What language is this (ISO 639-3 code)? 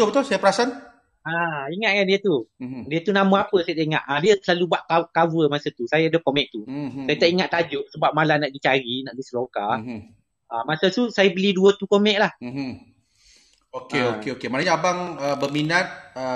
msa